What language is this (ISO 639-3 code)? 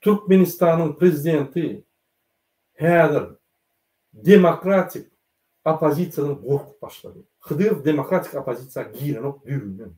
tuk